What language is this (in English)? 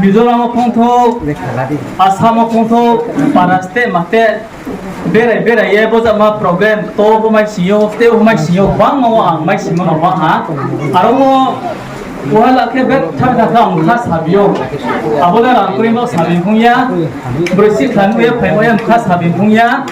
Riang (India)